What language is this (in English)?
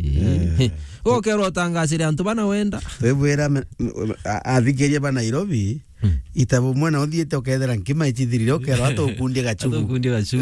Meru